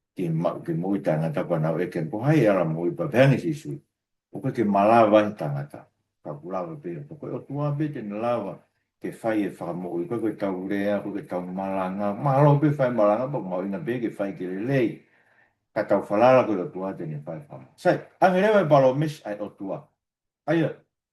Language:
Tongan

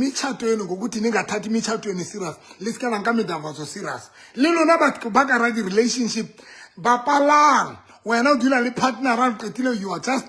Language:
Southern Sotho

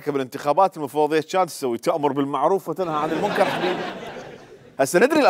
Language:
Mesopotamian Arabic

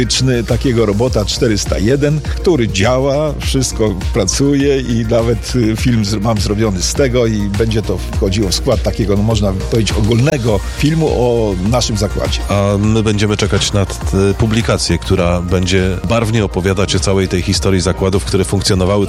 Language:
Polish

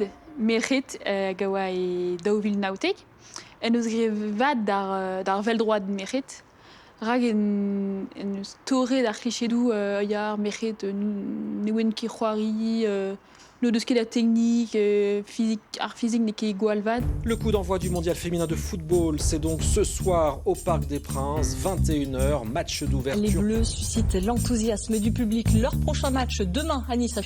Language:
Breton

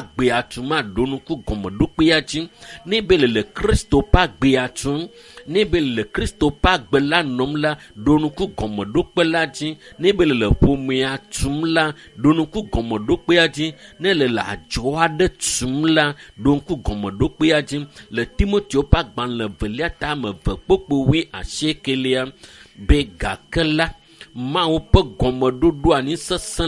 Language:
Ewe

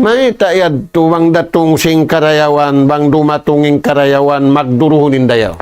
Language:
Tausug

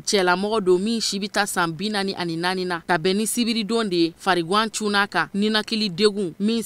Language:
Bambara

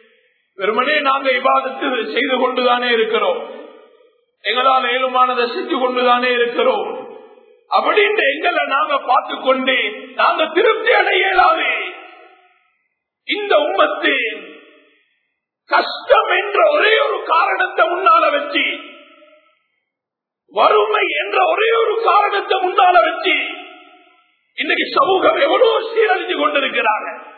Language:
Tamil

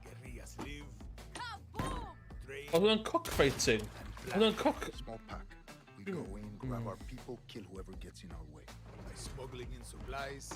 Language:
Welsh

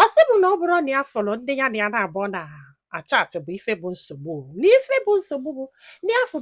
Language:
Igbo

